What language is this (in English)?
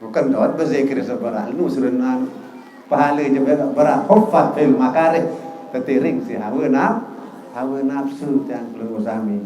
Sasak